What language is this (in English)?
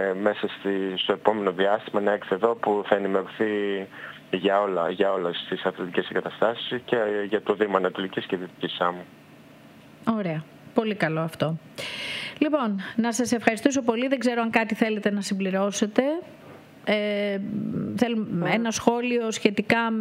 Greek